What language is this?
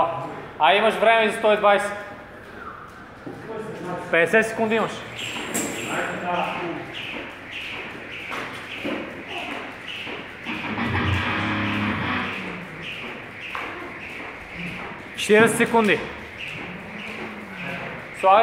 Bulgarian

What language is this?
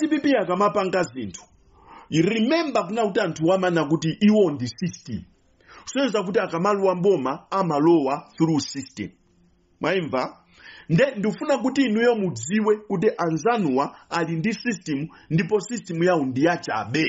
Nyanja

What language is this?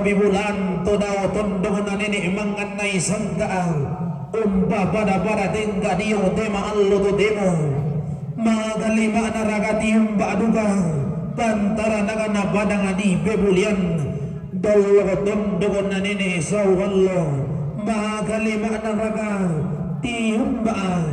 Toraja-Sa'dan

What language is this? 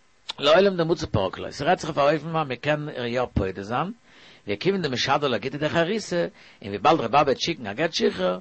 Yiddish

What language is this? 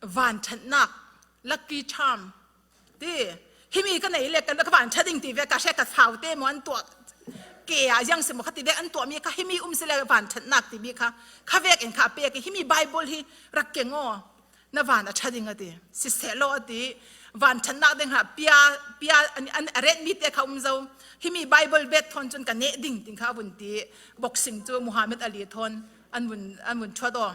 Falam Chin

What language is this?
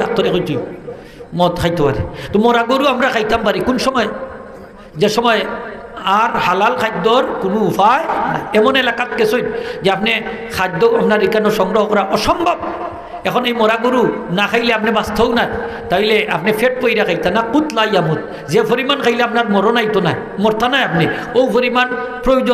Sylheti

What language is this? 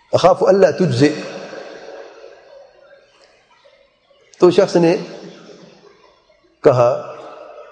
Urdu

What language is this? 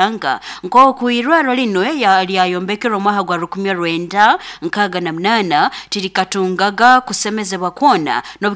Nyankole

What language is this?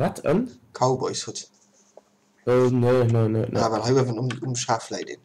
Luxembourgish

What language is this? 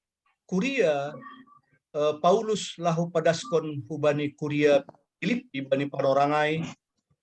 Batak Simalungun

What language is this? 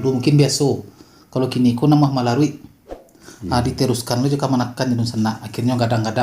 Minangkabau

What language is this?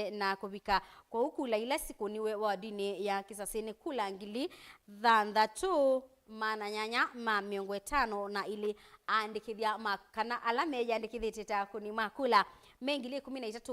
Kamba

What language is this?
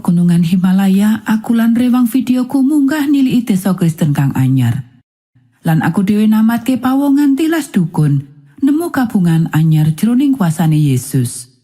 Javanese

